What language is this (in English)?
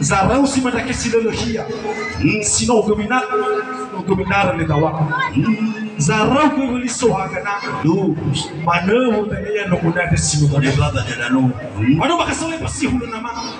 Nias